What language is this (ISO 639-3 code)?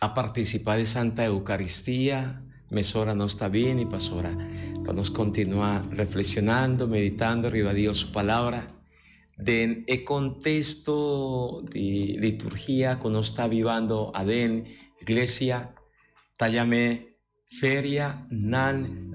pap